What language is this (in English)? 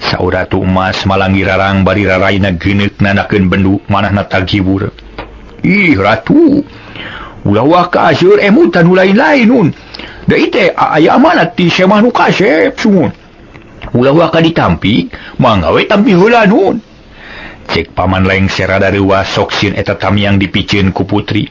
Sundanese